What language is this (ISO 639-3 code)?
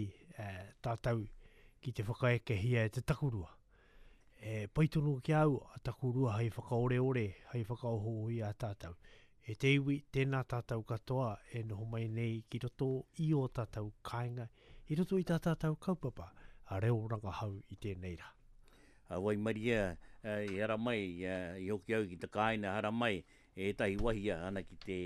mri